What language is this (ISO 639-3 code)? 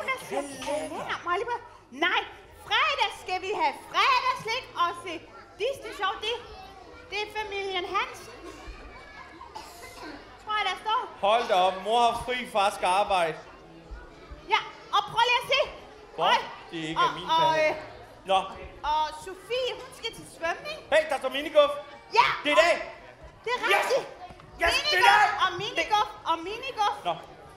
dan